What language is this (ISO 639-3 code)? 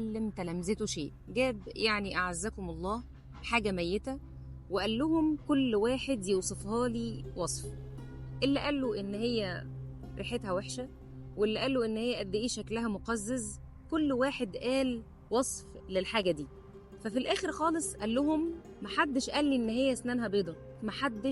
arz